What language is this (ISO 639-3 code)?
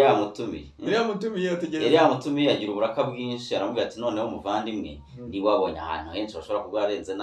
kin